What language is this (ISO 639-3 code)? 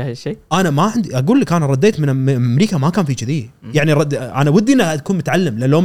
afb